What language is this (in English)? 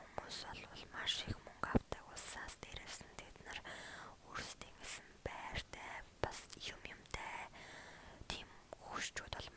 Mongolian